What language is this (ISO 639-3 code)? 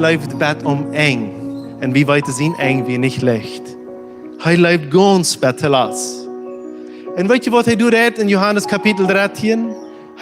pdt